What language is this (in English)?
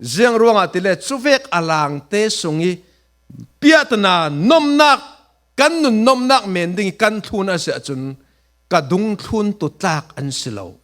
Falam Chin